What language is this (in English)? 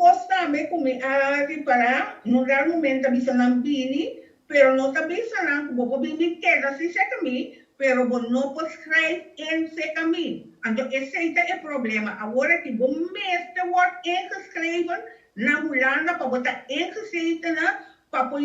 Papiamento